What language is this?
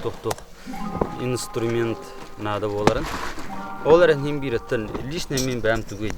Yakut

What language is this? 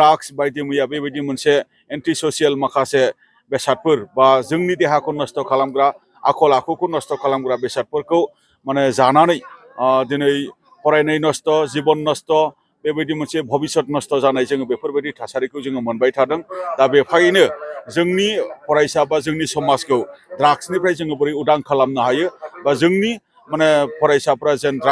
Bodo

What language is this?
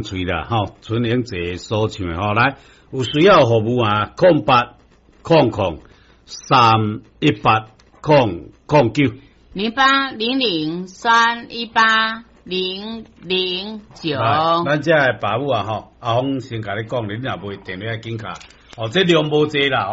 Min Nan Chinese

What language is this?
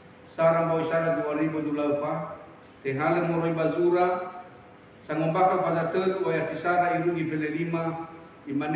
Nias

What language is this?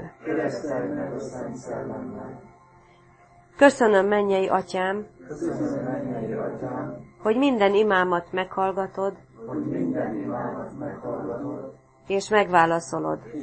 Hungarian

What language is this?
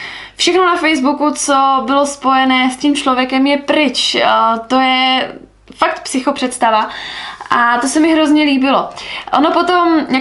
Czech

